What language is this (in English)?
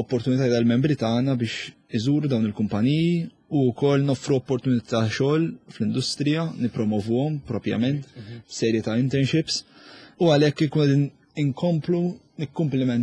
Maltese